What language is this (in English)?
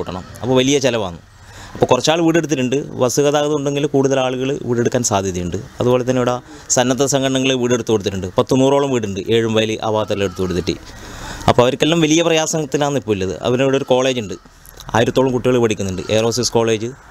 Malayalam